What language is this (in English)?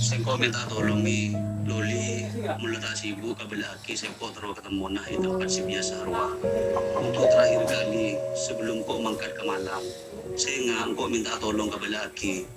Madurese